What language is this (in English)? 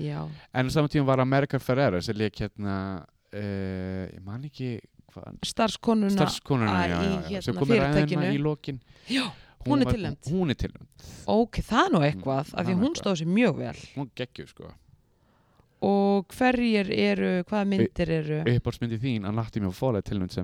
Icelandic